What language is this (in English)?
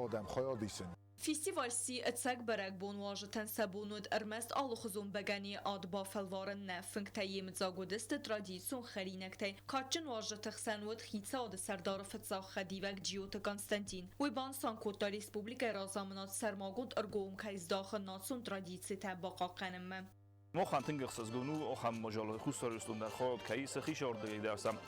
Ossetic